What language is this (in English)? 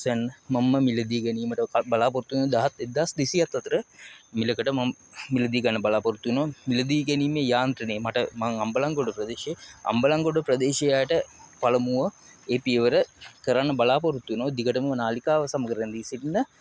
Sinhala